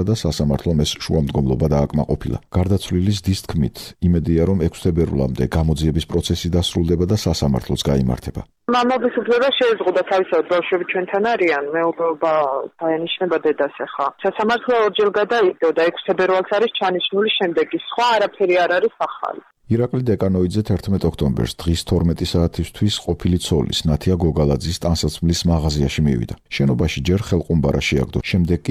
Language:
Georgian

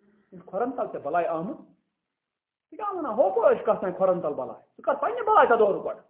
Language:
Kashmiri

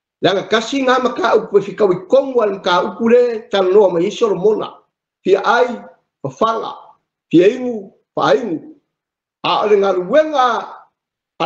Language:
Samoan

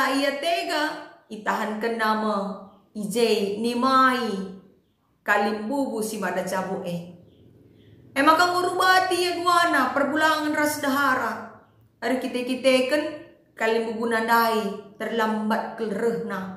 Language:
Batak Karo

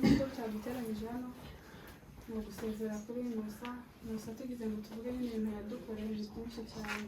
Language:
Kinyarwanda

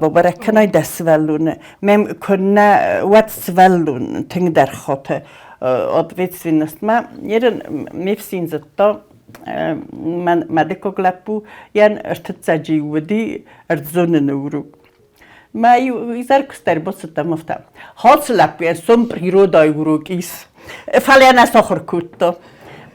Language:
Ossetic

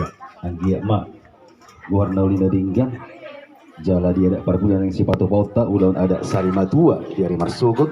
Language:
Batak Toba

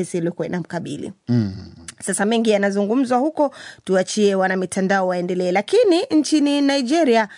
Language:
Swahili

